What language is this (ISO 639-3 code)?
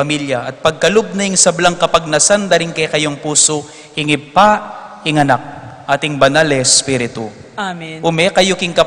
pam